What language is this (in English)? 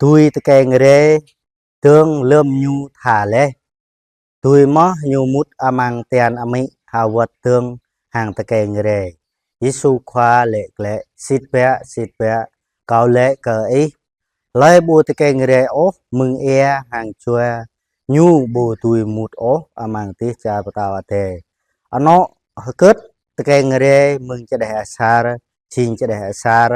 Jarai